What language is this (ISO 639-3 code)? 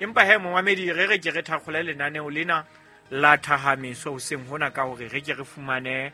sot